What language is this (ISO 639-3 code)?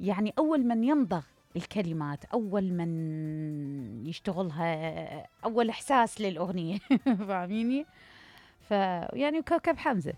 acm